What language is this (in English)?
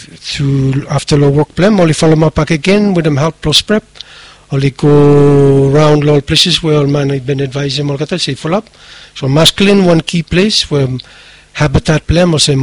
Bislama